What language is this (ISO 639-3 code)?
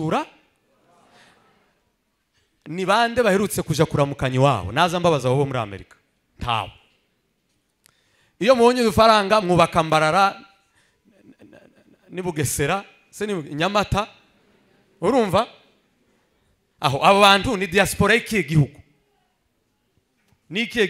kin